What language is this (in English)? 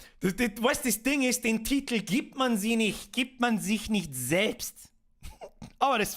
Bavarian